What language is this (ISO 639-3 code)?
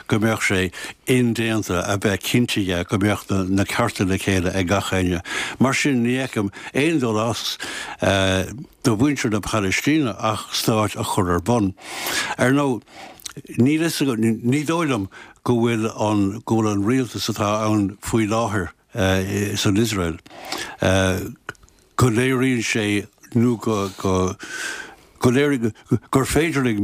gle